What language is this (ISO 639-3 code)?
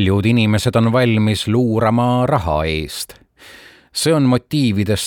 est